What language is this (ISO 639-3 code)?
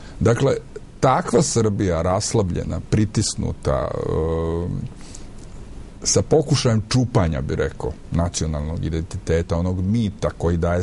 srp